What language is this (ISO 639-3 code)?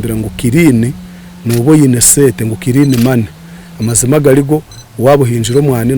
nyn